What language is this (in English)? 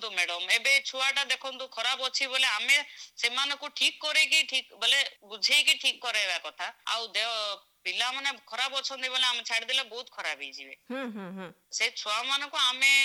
Odia